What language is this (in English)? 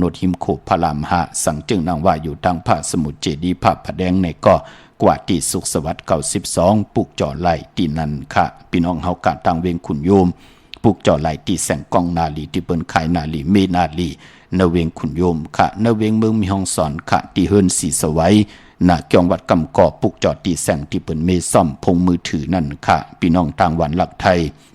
Shan